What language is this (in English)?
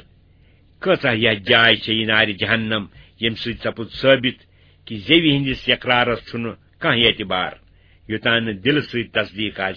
Kashmiri